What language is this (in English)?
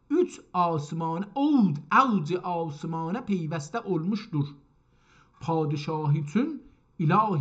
South Azerbaijani